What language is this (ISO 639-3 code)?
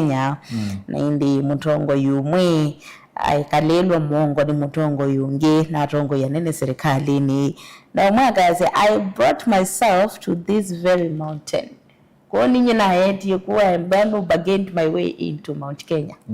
kam